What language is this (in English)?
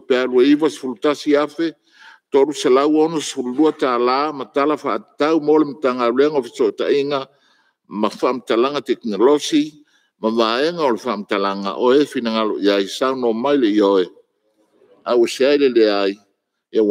Samoan